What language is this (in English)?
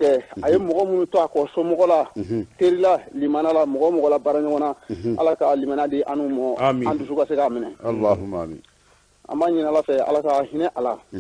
Bambara